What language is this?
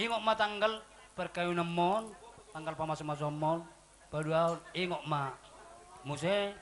Batak Toba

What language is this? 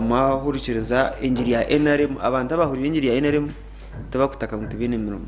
Nyankole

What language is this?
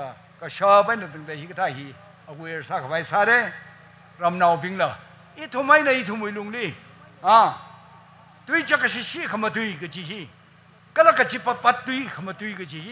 Tangkhul Naga (India)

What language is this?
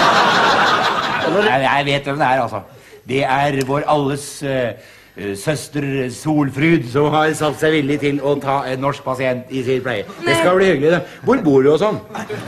Norwegian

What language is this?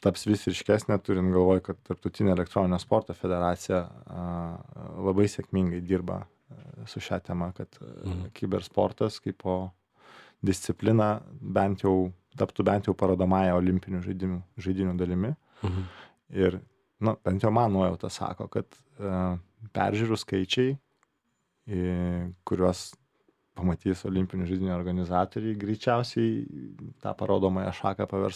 Lithuanian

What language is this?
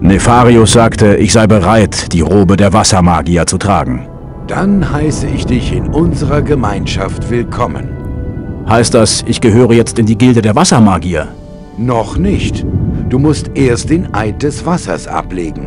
Bavarian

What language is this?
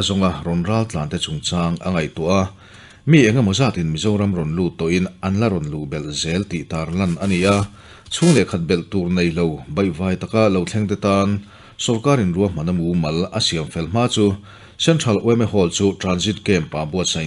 Mizo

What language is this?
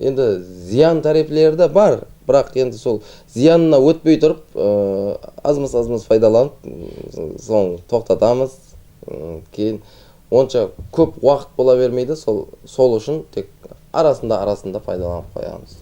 Kara-Kalpak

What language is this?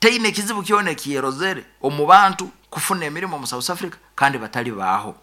Nyoro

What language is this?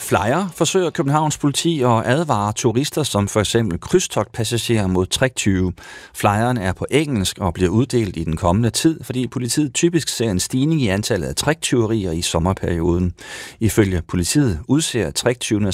Danish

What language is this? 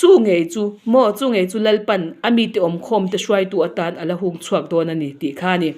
Mizo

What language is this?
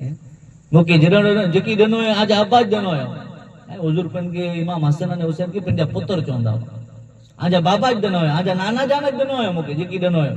Kachhi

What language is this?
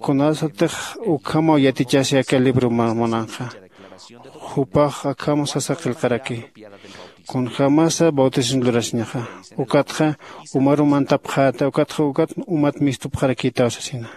Aymara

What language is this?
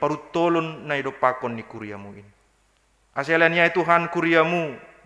Batak Simalungun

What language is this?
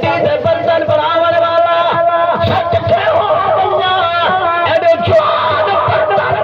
Saraiki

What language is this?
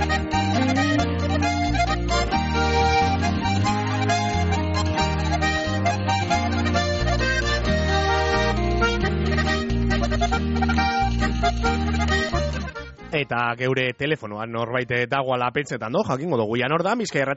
Basque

